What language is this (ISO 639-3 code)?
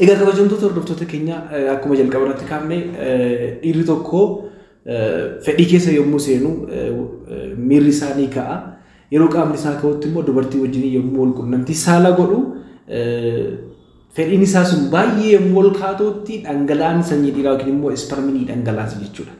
orm